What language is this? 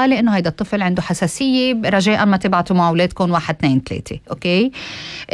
North Levantine Arabic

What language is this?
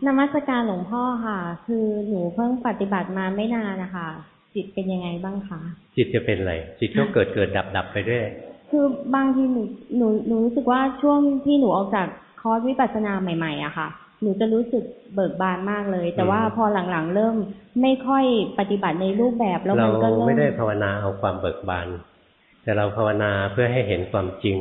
Thai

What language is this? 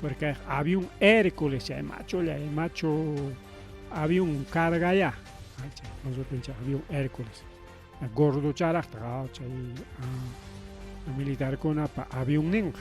Ayacucho Quechua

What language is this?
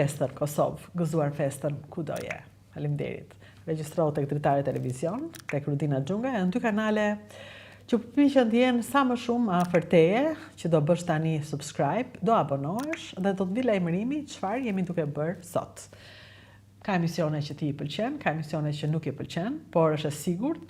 Albanian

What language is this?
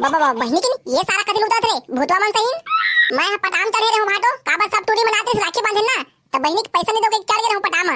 Chhattisgarhi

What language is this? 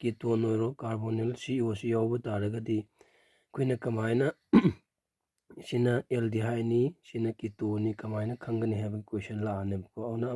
Manipuri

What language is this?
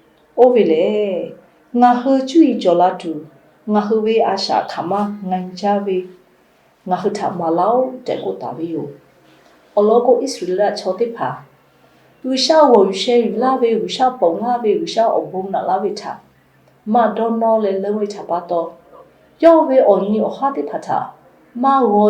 Lahu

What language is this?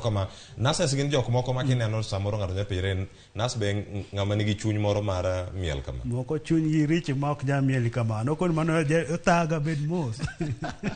Luo (Kenya and Tanzania)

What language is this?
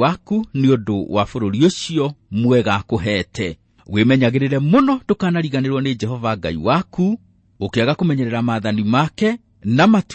Kikuyu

